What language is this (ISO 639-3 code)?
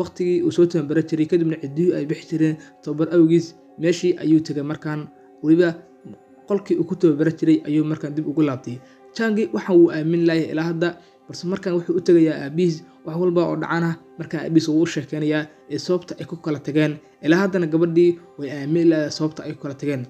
som